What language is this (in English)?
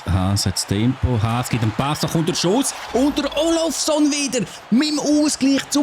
Swiss German